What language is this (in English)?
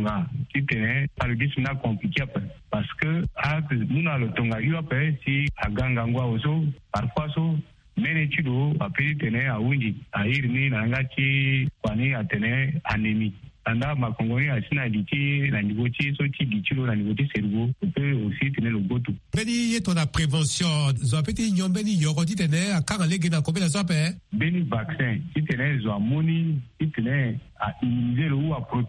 Sango